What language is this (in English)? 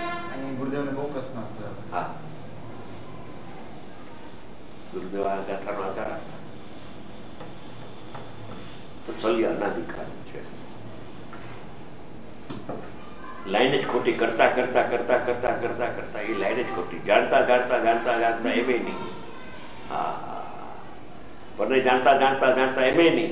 Gujarati